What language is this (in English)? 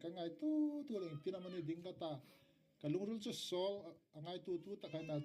Hmar